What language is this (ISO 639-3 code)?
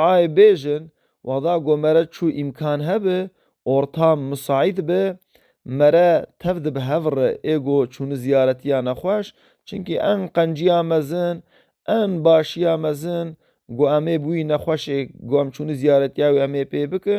kur